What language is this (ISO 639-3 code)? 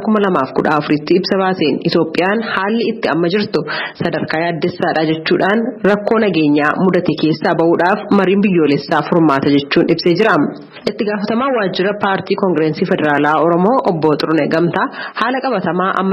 orm